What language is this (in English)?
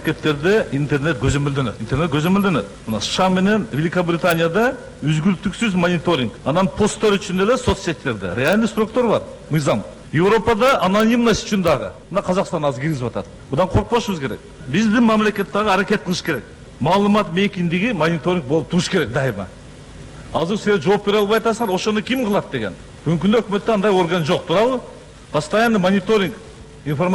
Kyrgyz